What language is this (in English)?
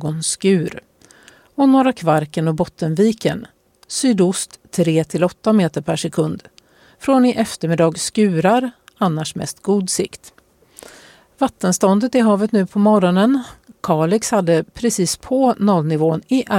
Swedish